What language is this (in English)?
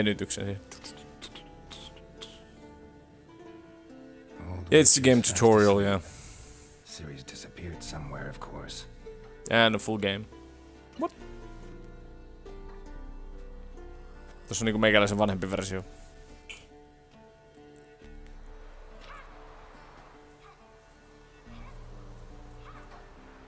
Finnish